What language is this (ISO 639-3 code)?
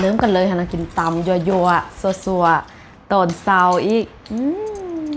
lao